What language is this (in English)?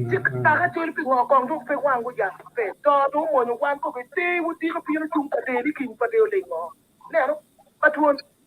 Acoli